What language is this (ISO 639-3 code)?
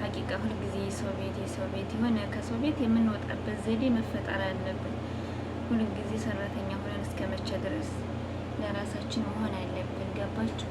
amh